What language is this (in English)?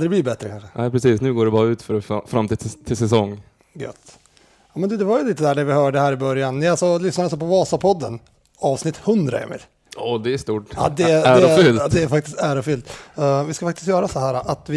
Swedish